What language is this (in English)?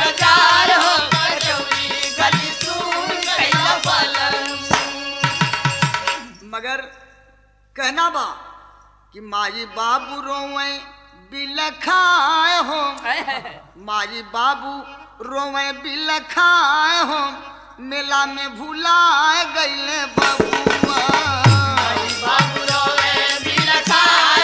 Bhojpuri